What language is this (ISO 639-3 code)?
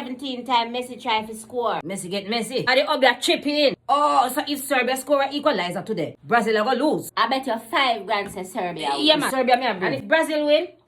jam